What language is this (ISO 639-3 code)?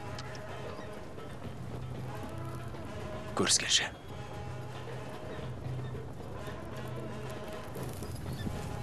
kaz